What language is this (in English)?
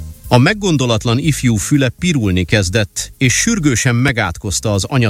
Hungarian